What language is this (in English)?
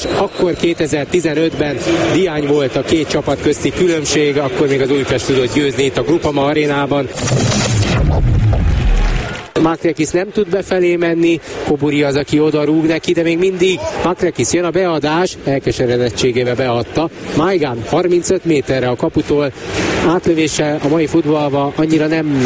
Hungarian